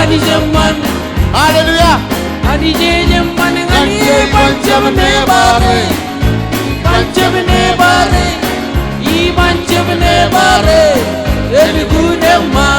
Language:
Marshallese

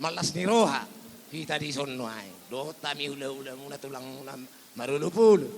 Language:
Batak Toba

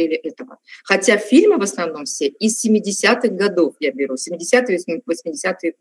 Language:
Russian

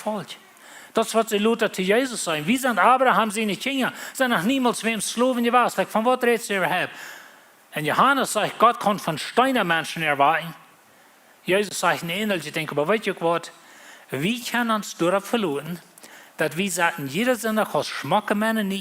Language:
Plautdietsch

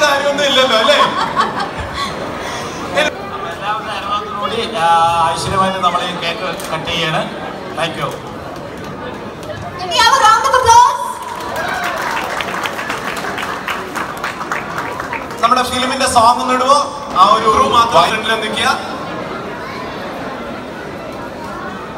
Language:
Malayalam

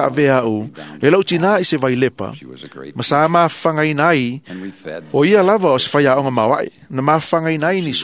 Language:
Samoan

